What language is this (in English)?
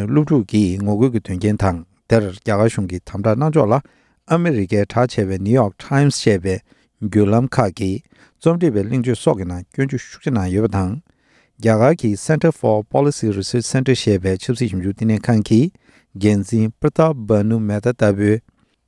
Tibetan